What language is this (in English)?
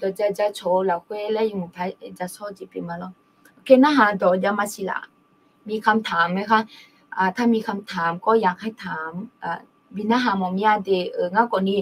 Akha